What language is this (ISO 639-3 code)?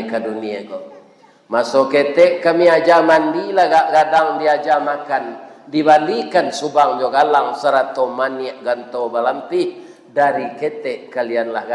min